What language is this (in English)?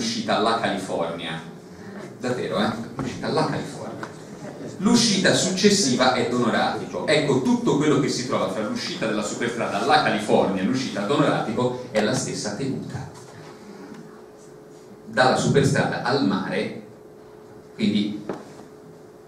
Italian